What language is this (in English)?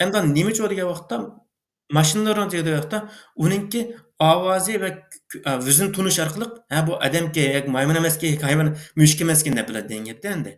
Uyghur